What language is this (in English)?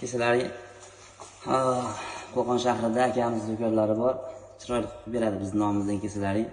Uzbek